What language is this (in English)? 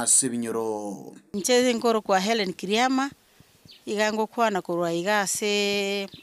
Gusii